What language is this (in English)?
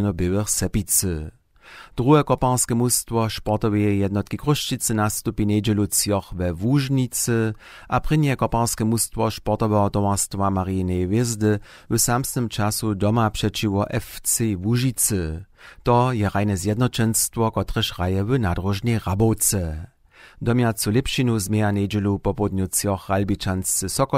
Upper Sorbian